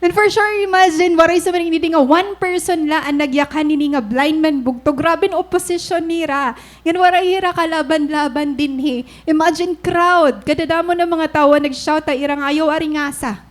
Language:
Waray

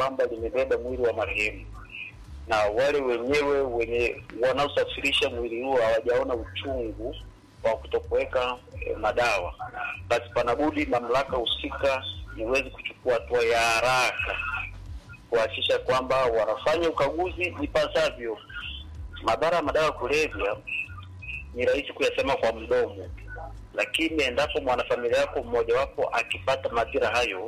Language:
Swahili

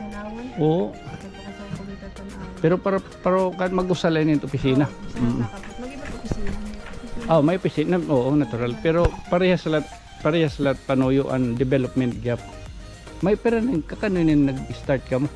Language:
Waray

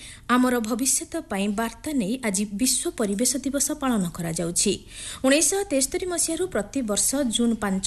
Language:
Odia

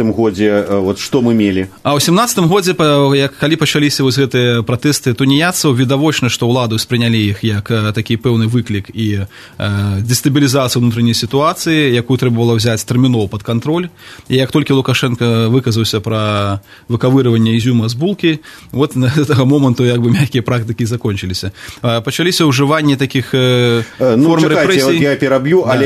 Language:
Belarusian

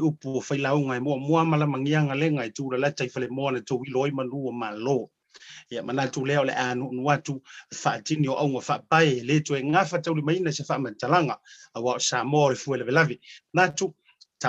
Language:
Samoan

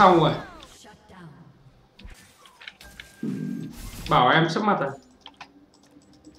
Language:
Vietnamese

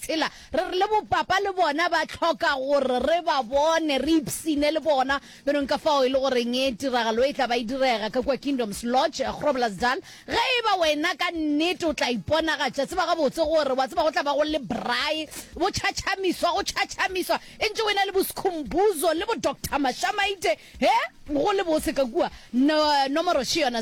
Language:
Northern Sotho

